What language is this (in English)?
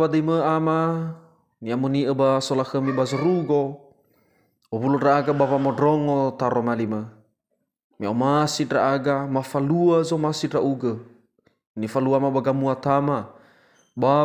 Nias